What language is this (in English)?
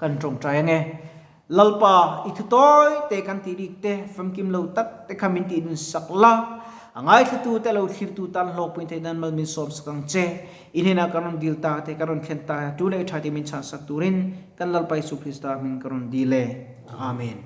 Mizo